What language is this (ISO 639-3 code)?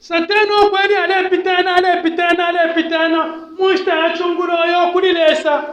bem